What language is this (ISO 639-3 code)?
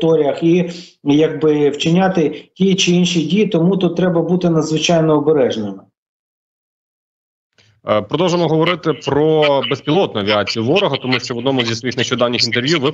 ukr